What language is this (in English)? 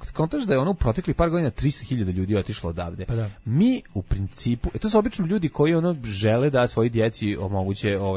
Serbian